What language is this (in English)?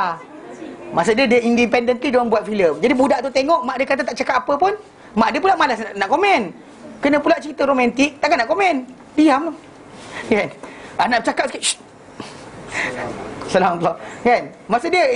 Malay